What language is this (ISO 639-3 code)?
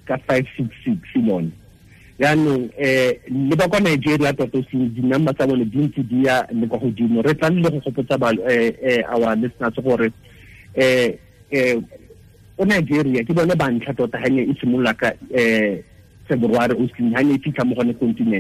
tsn